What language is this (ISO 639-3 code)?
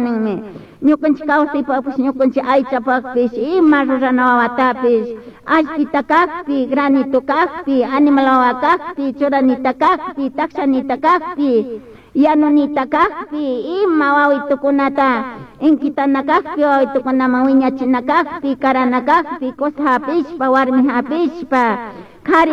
qug